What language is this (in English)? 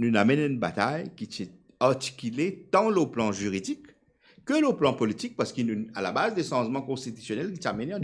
Morisyen